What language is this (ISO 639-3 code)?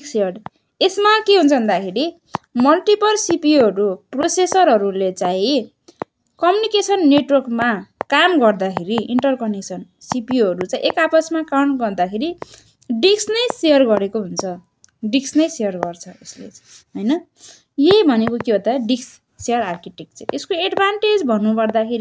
nep